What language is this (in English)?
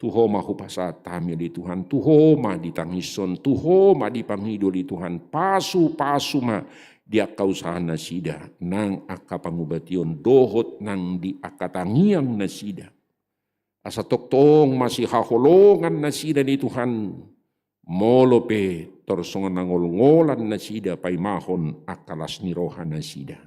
Batak Toba